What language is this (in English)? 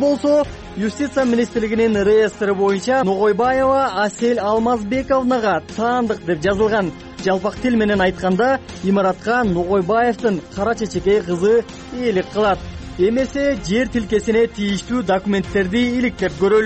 Kyrgyz